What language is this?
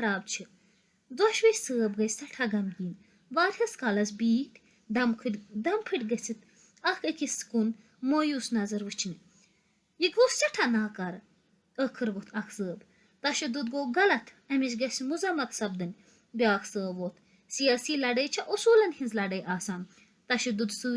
Kashmiri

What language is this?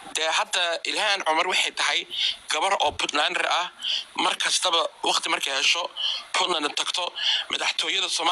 Somali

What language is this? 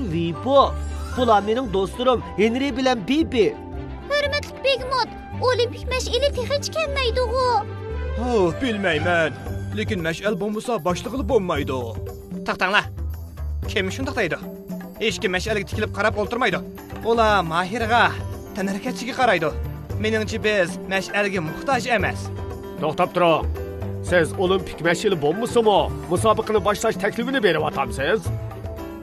Uyghur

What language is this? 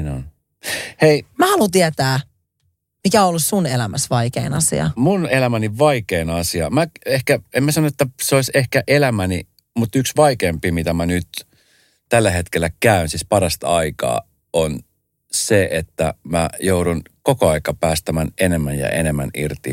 Finnish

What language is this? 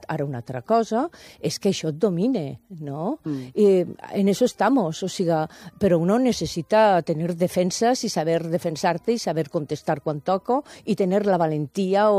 Catalan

